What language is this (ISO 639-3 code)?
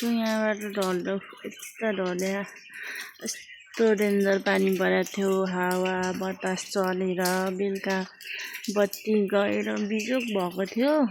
nep